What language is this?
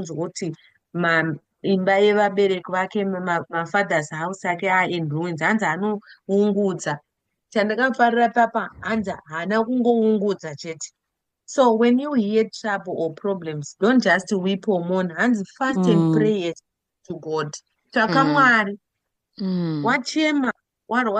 Shona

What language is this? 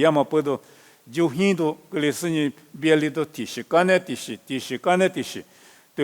Lisu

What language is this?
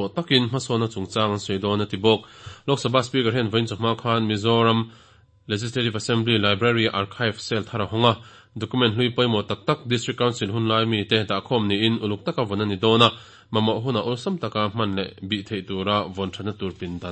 Mizo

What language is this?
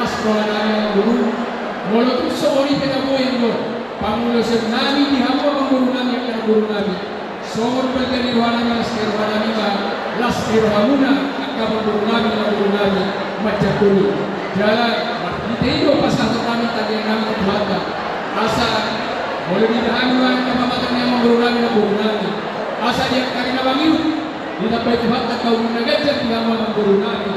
Batak Toba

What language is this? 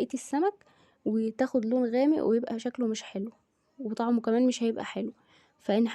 Egyptian Arabic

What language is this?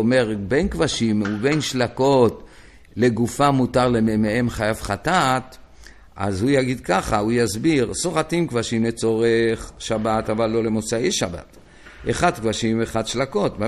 Hebrew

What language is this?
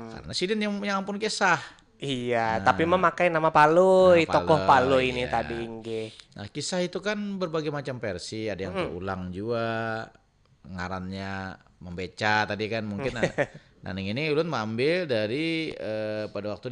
Banjar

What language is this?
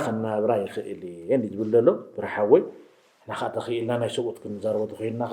Tigrinya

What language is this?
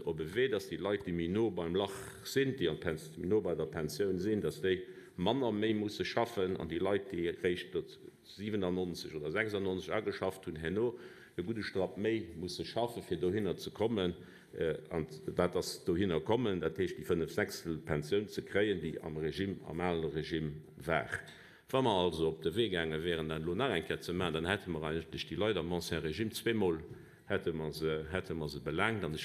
Luxembourgish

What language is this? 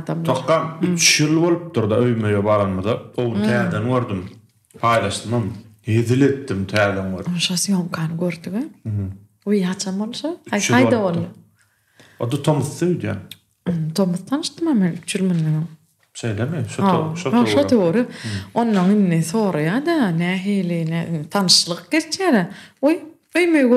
Turkmen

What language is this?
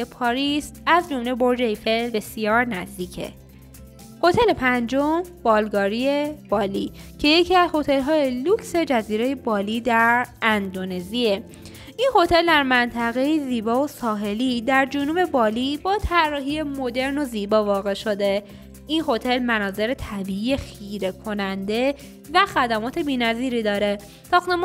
Persian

